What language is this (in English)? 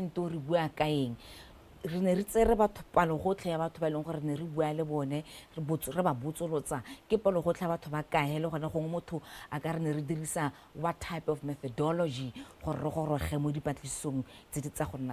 Tswana